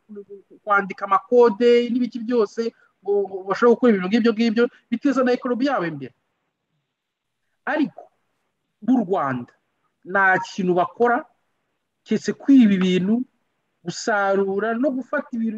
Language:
Kinyarwanda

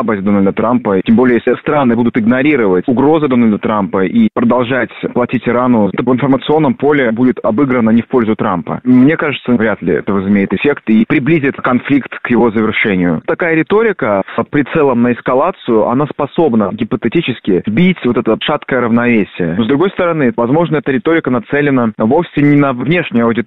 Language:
Russian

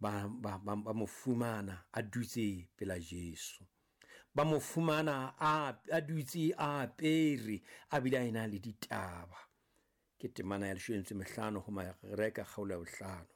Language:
Southern Sotho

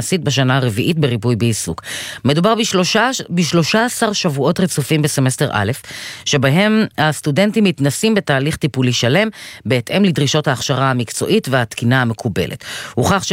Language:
Hebrew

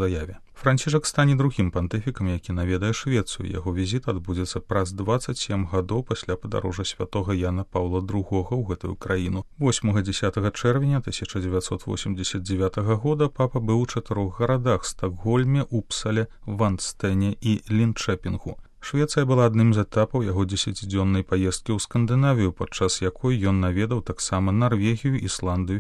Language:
Belarusian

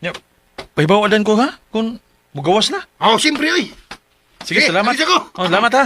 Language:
Cebuano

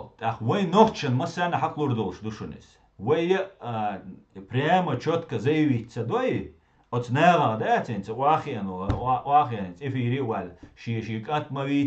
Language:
Chechen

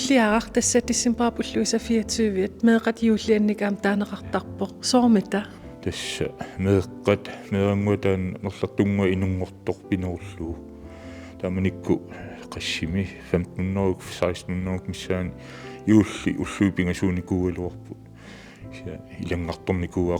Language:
Kalaallisut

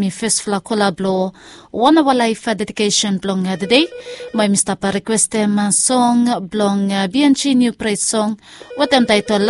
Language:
Bislama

